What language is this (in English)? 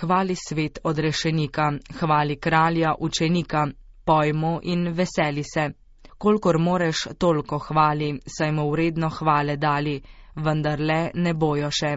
Slovenian